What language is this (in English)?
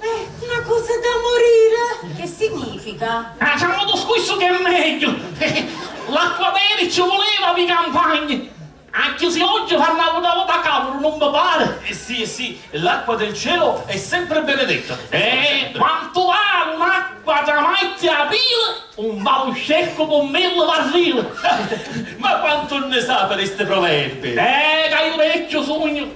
Sicilian